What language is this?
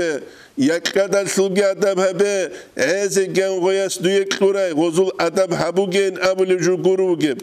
Avaric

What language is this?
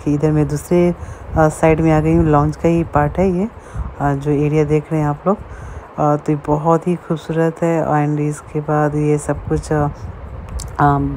Hindi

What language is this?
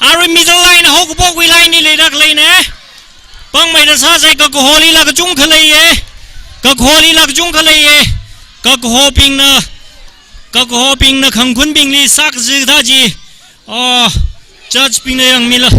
Tangkhul Naga (India)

